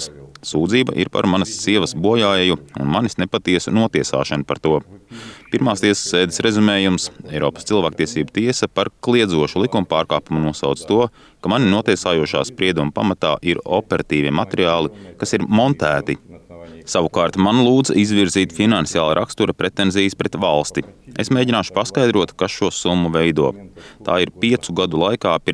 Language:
Latvian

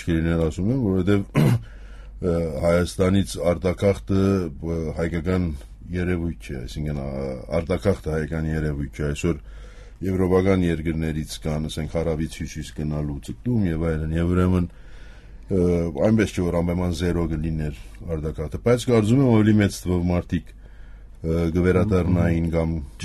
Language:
Armenian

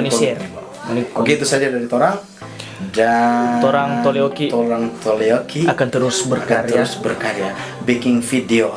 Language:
Manado Malay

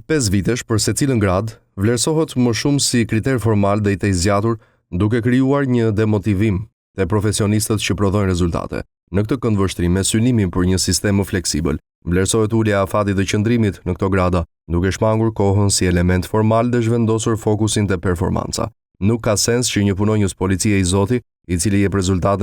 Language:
Albanian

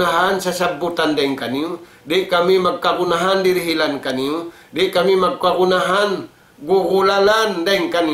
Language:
Tausug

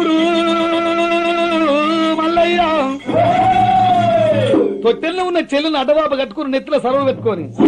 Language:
Telugu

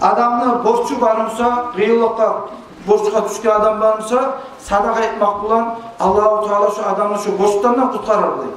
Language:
Kumyk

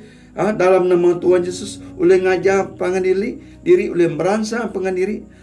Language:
Iban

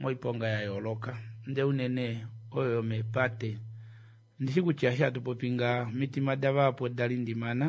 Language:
Kuanyama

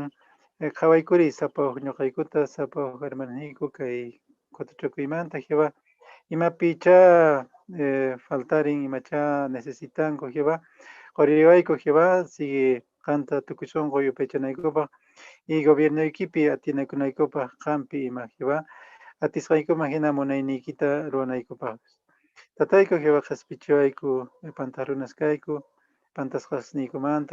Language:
Quechua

